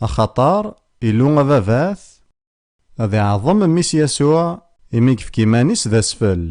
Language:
Kabyle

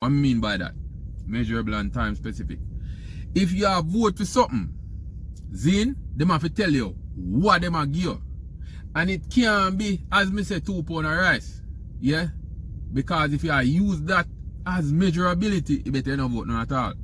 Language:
Jamaican Creole English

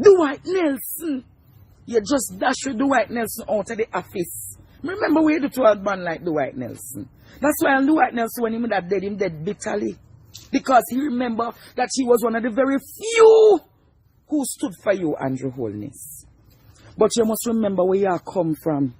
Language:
Jamaican Creole English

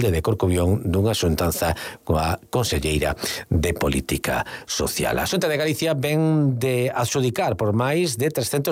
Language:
Galician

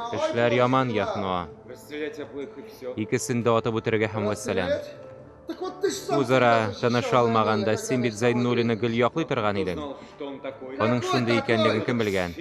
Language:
Tatar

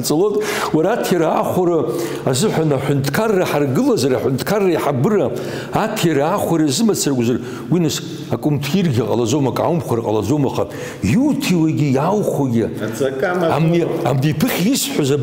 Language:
Abkhazian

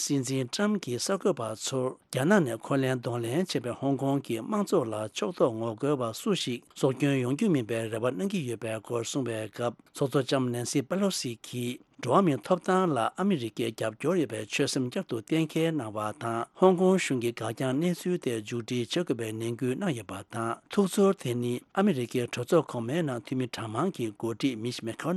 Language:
Tibetan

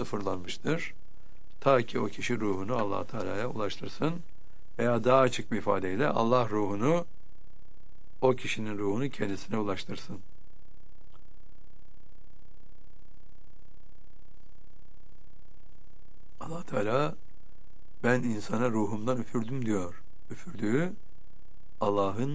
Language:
Turkish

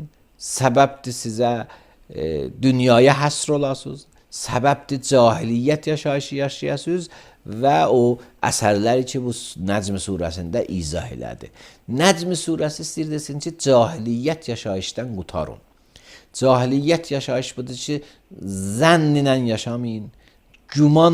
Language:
Azerbaijani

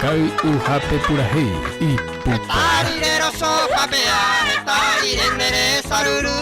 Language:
Guarani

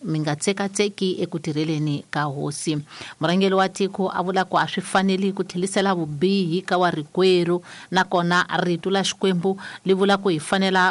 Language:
Tsonga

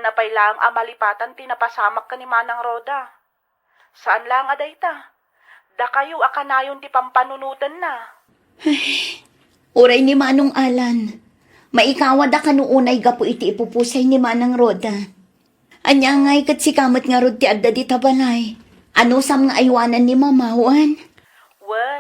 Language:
Iloko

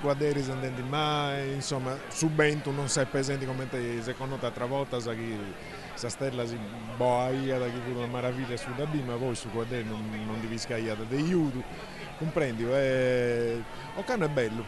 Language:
Sardinian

